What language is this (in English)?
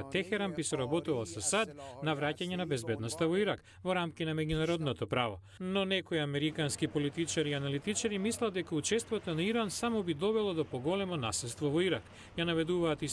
Macedonian